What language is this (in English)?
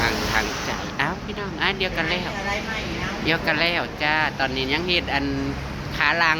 Northeastern Thai